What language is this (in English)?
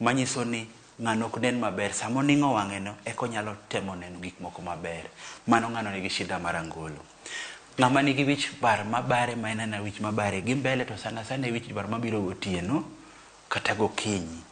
Luo (Kenya and Tanzania)